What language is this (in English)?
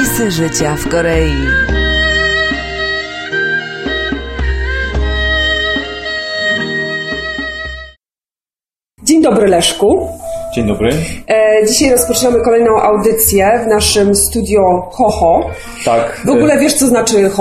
Polish